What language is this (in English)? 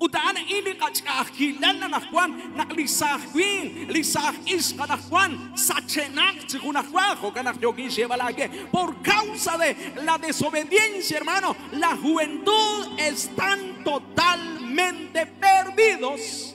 Kekchí